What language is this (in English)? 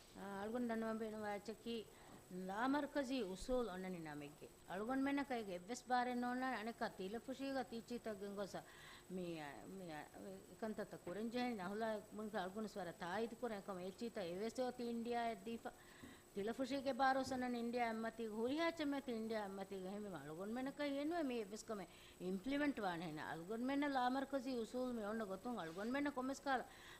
Divehi